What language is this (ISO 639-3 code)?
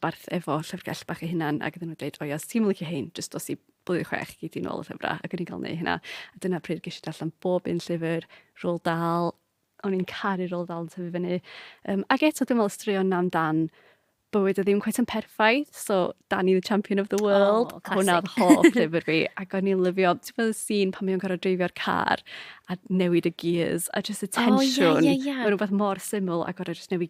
cym